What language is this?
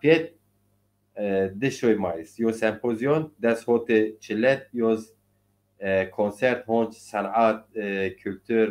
Zaza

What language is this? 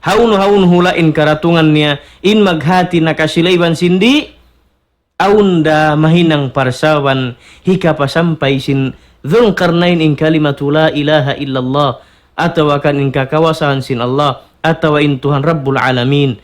Tausug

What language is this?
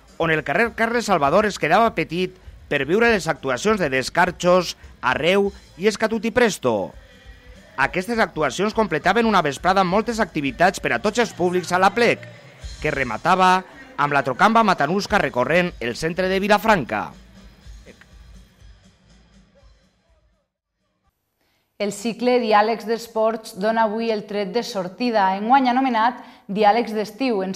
Catalan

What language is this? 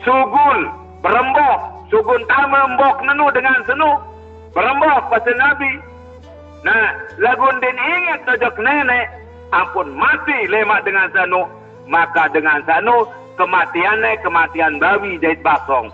Sasak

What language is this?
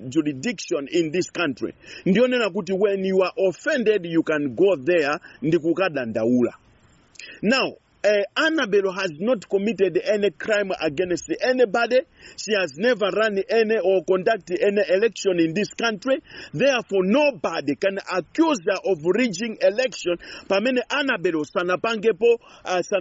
Nyanja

